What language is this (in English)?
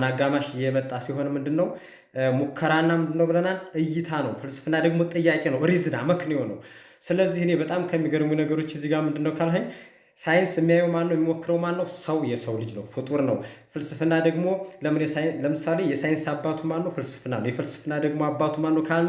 Amharic